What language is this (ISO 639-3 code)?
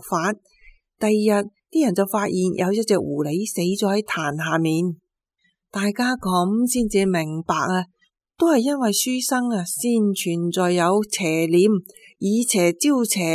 yue